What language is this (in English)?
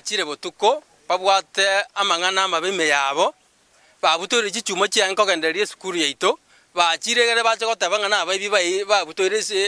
Gusii